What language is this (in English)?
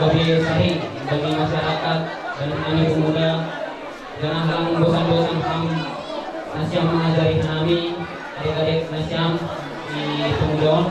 Batak Simalungun